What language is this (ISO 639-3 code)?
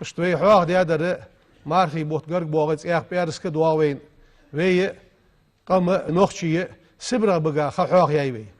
inh